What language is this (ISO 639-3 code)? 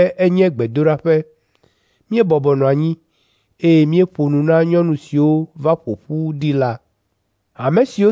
ewe